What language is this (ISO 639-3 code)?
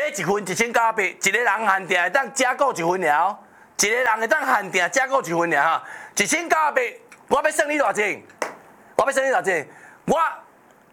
nan